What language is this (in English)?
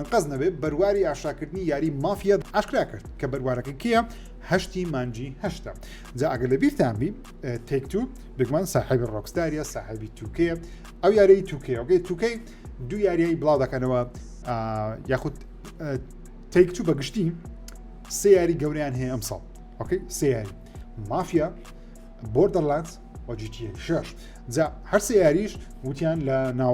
Central Kurdish